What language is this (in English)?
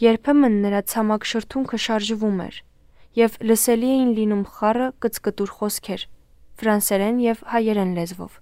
Armenian